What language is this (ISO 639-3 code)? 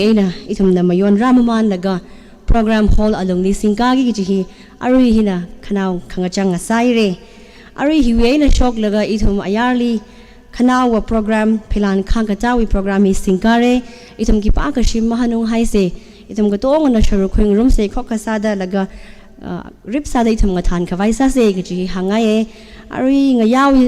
nmf